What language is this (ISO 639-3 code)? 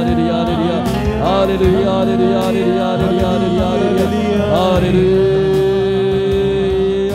kan